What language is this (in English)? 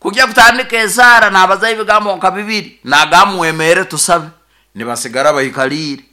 Nyoro